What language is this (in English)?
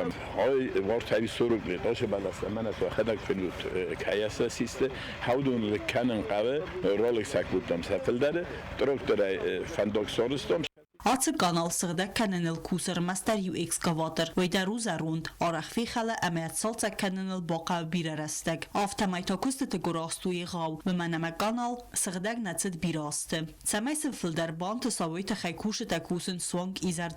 Ossetic